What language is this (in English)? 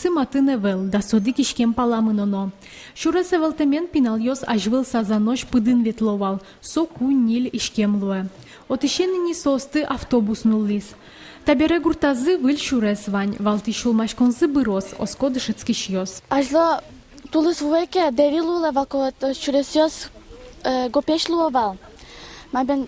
Udmurt